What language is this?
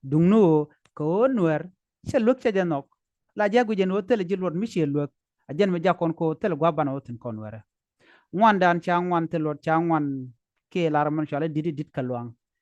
Nuer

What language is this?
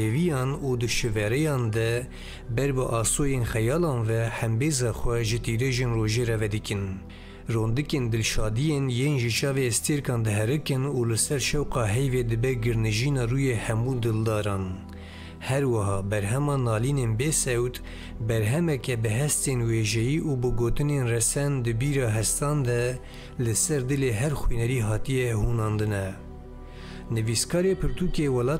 Kurdish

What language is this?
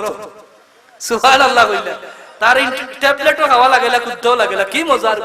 Sylheti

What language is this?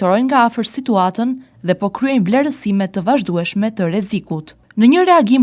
Albanian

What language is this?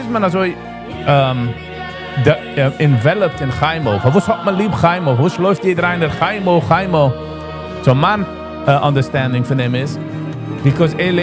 Yiddish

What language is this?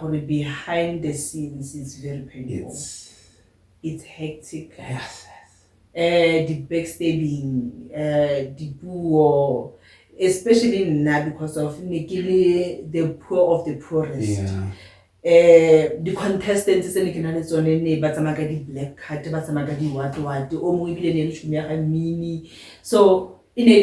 Tswana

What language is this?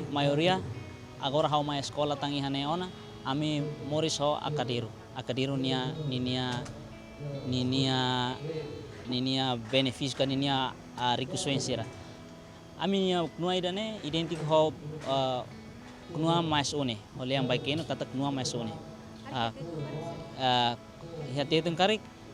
Tetum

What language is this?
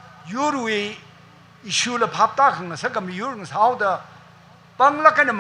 Tangkhul Naga (India)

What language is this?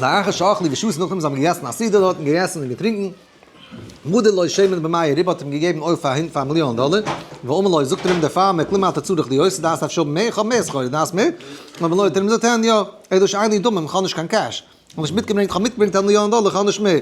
Yiddish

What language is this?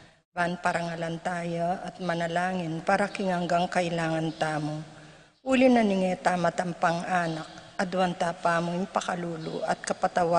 Pampanga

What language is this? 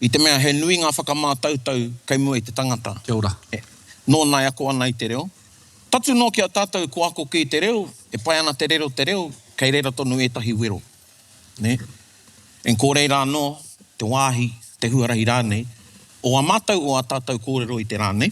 Māori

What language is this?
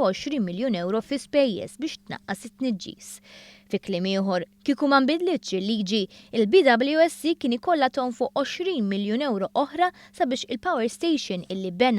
Maltese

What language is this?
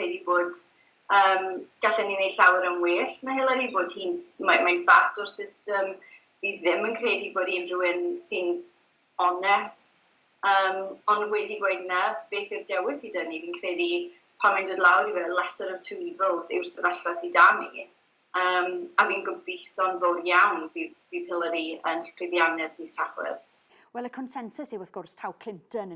Welsh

